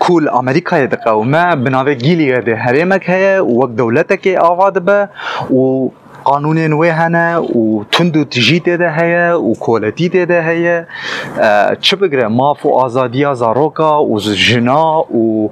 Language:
Kurdish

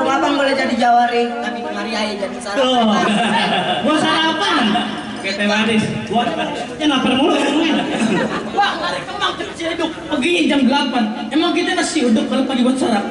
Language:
Betawi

